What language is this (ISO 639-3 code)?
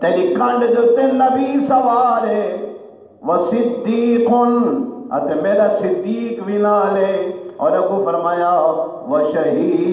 skr